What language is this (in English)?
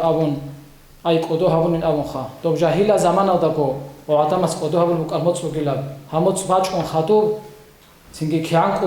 Avaric